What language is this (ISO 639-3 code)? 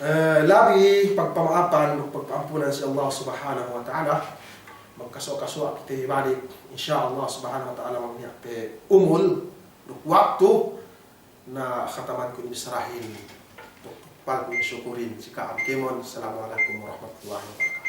yka